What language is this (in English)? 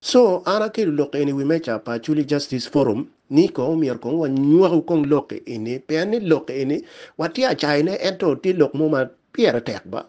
Acoli